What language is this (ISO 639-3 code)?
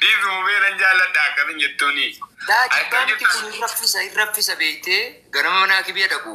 orm